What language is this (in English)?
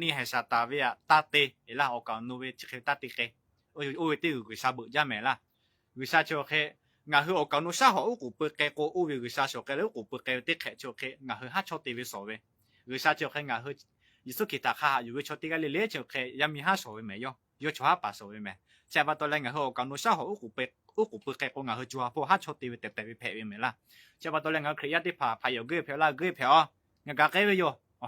Lahu